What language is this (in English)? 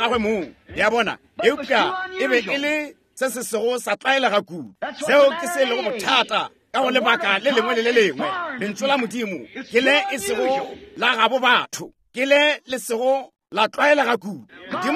Northern Sotho